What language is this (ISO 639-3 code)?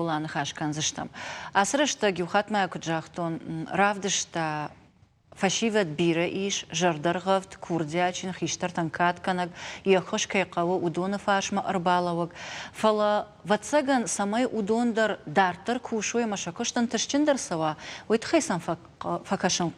oss